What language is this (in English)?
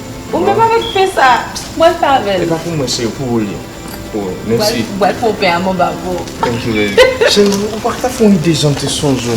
Haitian Creole